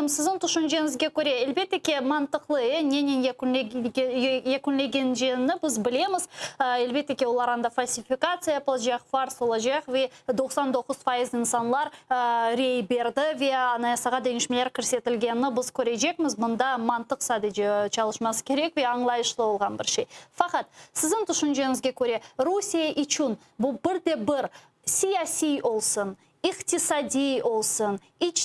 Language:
Crimean Tatar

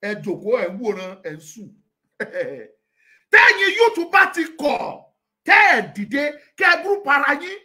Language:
Yoruba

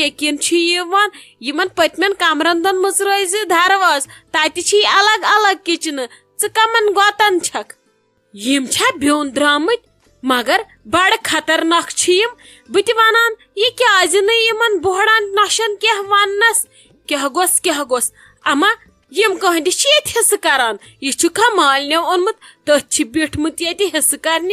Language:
Kashmiri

